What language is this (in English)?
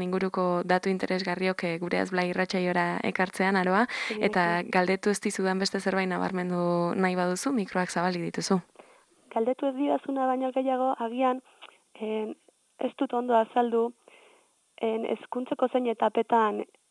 Basque